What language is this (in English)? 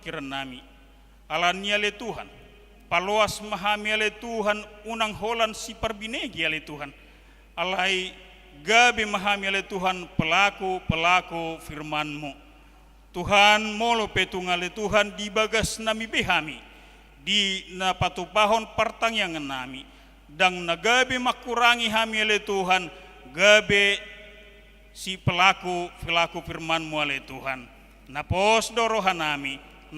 Batak Toba